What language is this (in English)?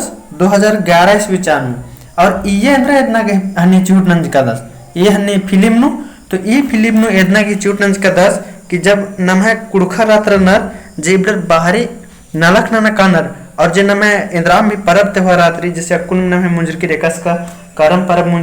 Kurukh